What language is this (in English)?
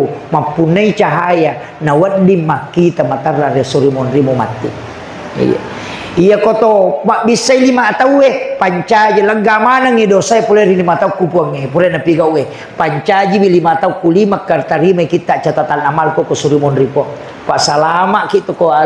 Buginese